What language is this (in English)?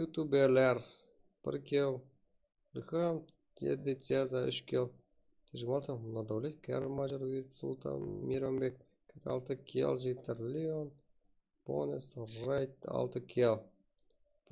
Kara-Kalpak